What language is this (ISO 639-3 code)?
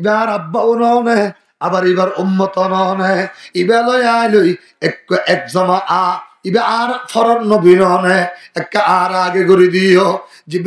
rhg